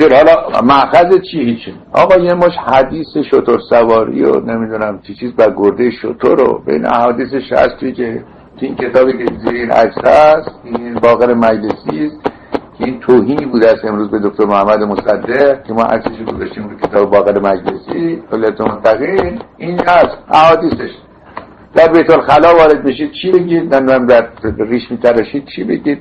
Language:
Persian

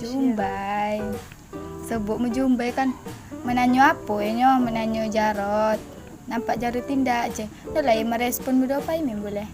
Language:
Minangkabau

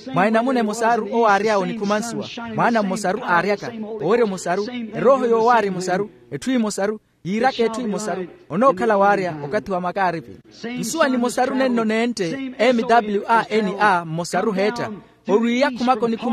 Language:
Makhuwa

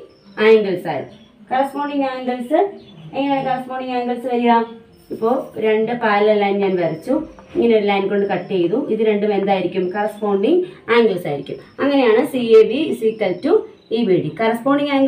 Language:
Malayalam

